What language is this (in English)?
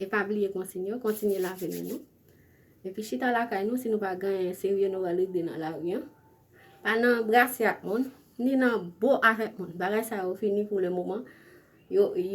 Haitian Creole